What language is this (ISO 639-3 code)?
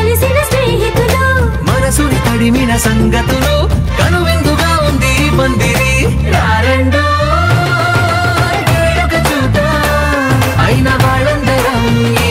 tel